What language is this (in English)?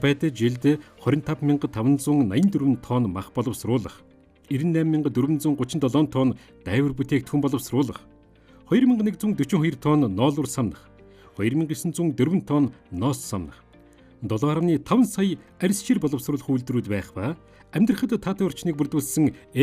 Mongolian